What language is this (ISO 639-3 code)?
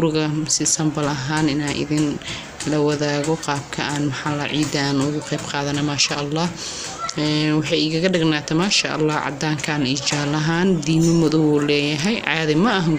som